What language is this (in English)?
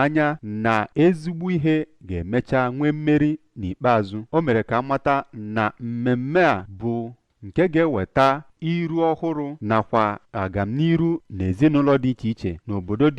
Igbo